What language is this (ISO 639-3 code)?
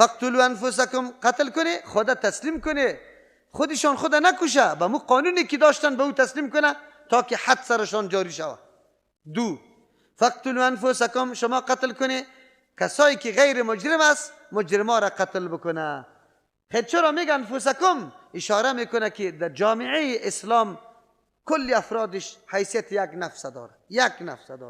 fas